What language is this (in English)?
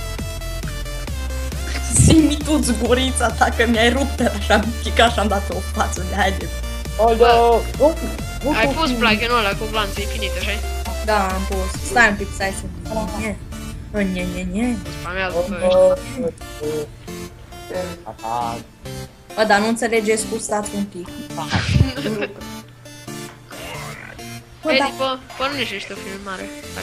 Romanian